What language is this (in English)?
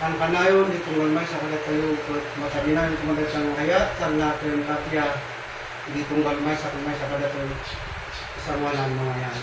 Iloko